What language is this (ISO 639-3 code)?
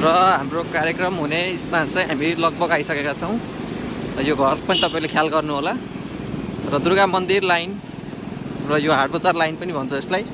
nep